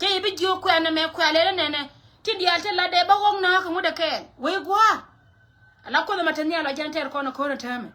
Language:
Nuer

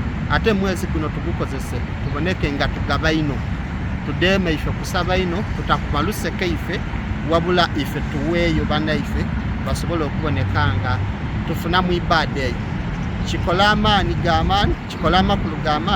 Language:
Soga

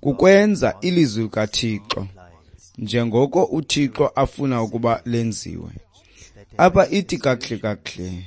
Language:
Xhosa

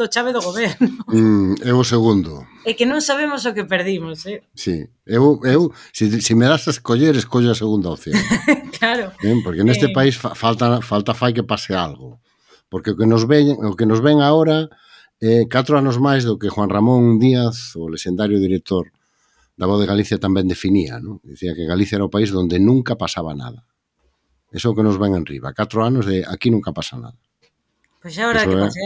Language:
Galician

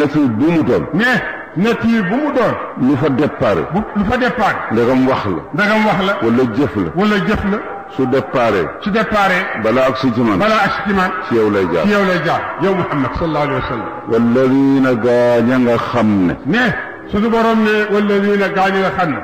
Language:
Wolof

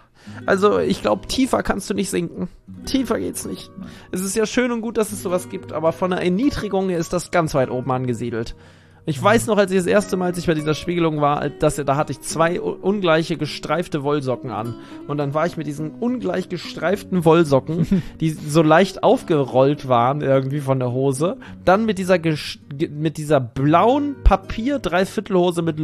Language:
German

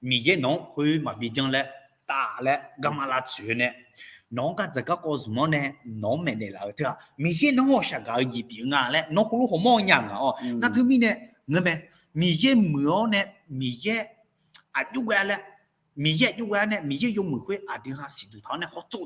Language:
Akha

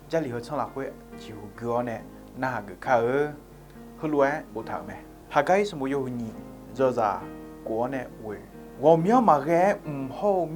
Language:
Akha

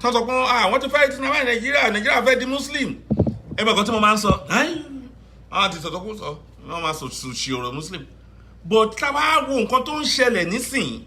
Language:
Yoruba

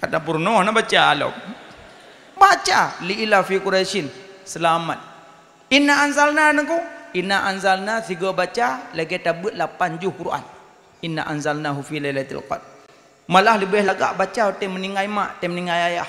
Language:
Achinese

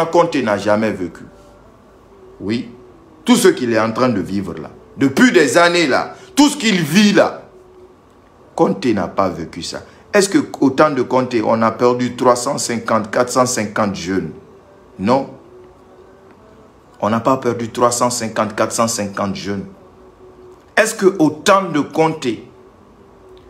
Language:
French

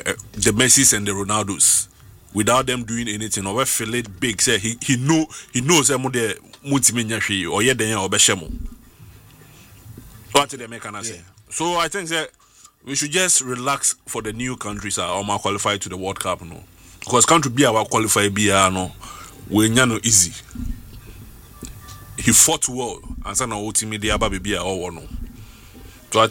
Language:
English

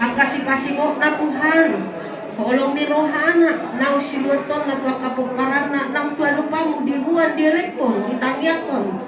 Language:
Batak Toba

